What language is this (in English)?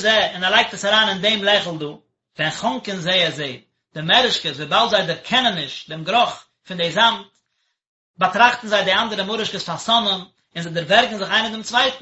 Yiddish